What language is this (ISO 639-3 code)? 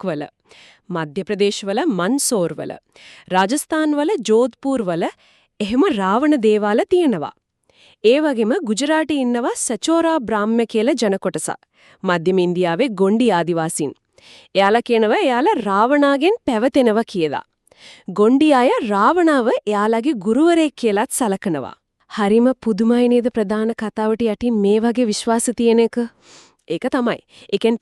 sin